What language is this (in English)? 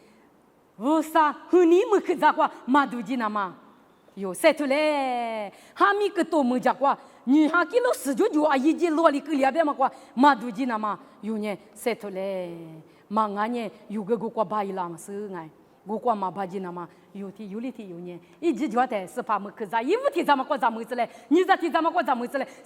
Lisu